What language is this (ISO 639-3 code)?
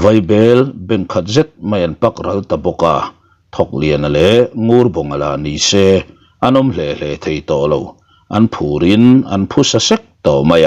lus